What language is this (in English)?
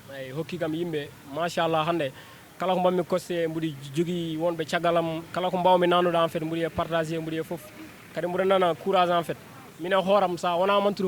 Fula